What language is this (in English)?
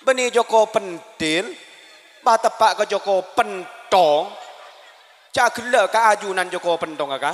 Madurese